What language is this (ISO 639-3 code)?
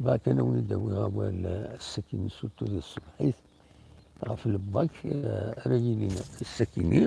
kab